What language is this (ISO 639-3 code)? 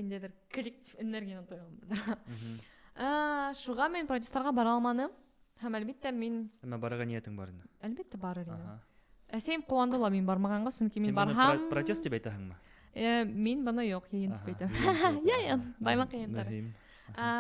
bak